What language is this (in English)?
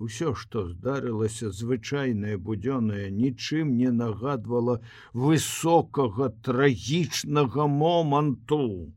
Belarusian